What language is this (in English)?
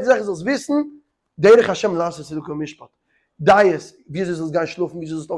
Yiddish